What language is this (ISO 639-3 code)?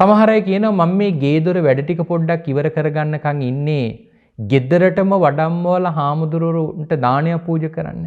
sin